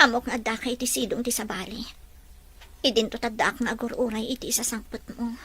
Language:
Iloko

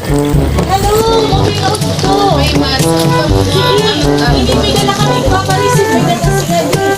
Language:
Waray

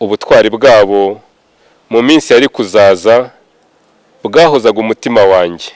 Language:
Kinyarwanda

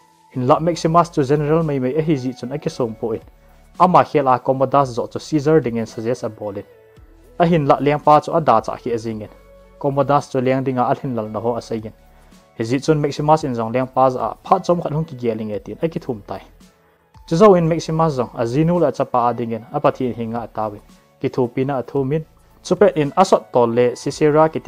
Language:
Thado Chin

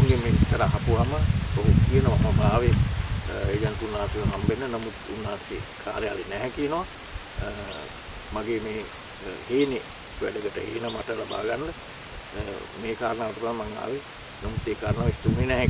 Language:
Sinhala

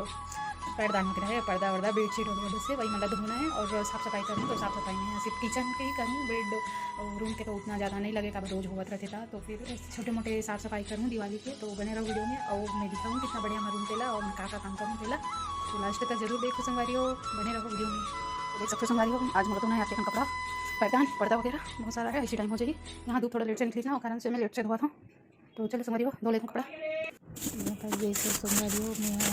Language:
Chhattisgarhi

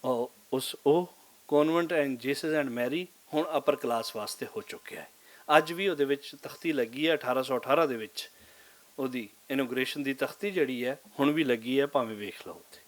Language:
Western Panjabi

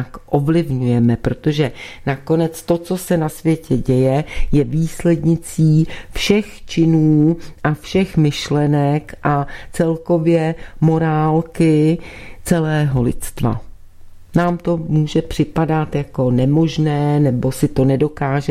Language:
Czech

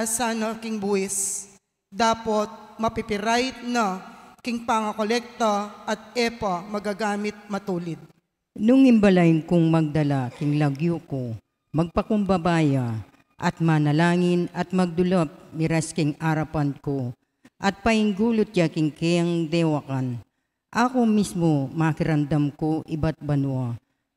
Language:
Pampanga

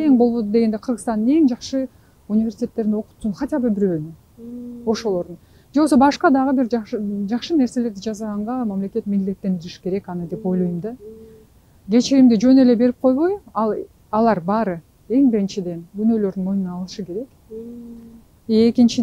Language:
Kyrgyz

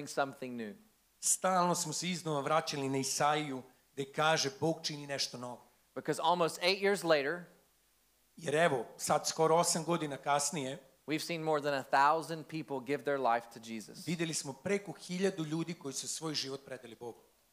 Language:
Serbian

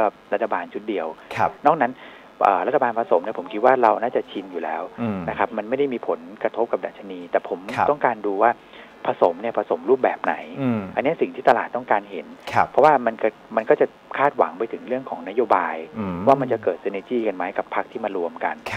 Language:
Thai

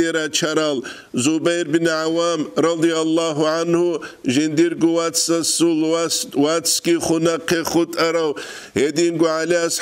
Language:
Avaric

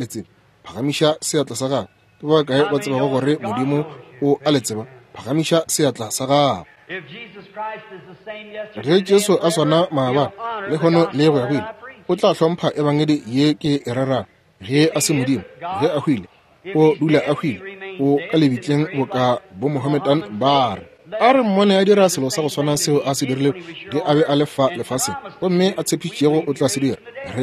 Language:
Northern Sotho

